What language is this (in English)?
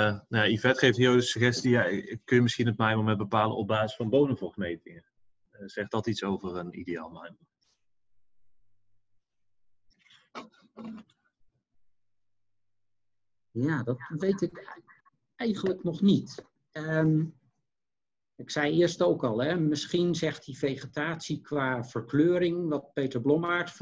Dutch